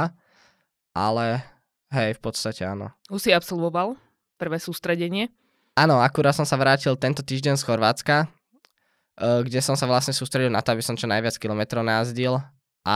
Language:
Slovak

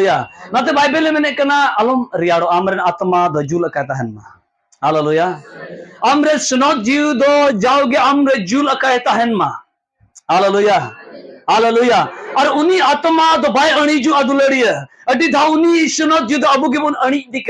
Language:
Santali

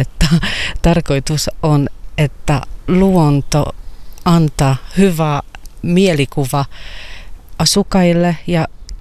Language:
Finnish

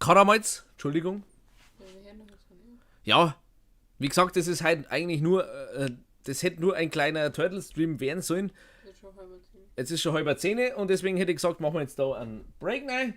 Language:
Bavarian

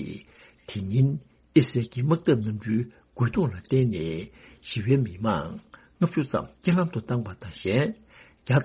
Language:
Tibetan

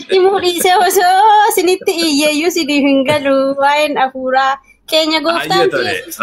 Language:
Oromo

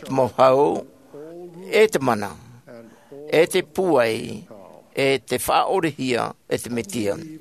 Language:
Tahitian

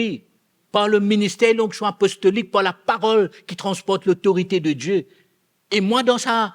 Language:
Morisyen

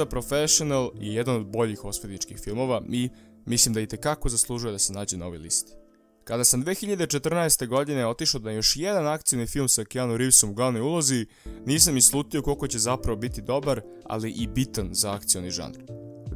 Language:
Serbian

